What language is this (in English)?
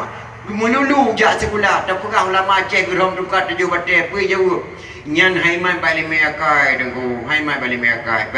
Achinese